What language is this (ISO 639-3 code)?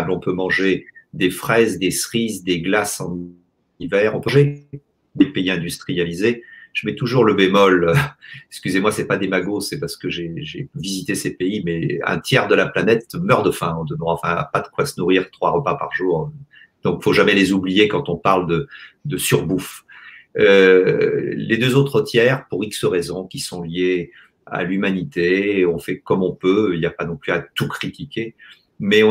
fra